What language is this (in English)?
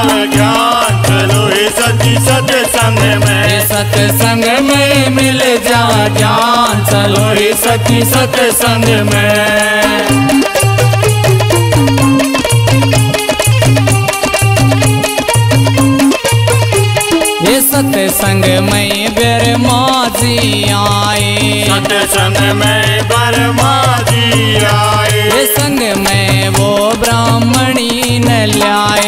Hindi